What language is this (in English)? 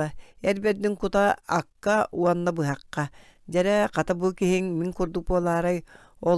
Yakut